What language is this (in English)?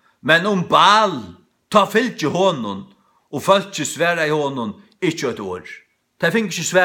Faroese